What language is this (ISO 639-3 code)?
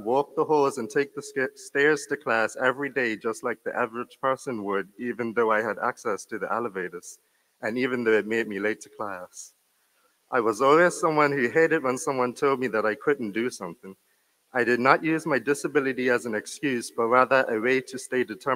eng